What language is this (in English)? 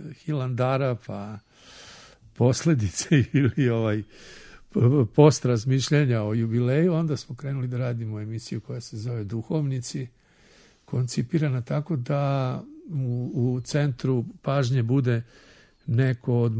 Serbian